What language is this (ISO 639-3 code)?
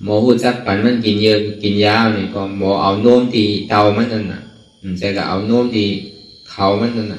shn